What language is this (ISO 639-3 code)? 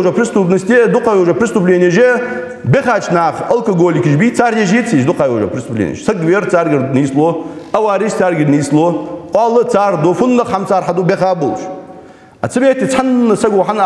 inh